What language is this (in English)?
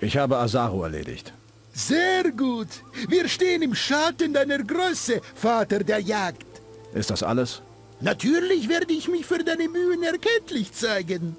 Bavarian